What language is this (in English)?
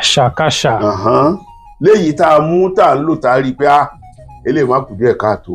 Yoruba